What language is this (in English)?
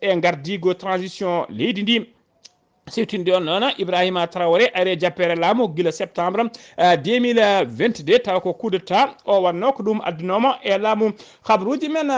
Fula